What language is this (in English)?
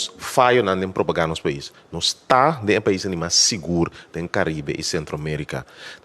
Papiamento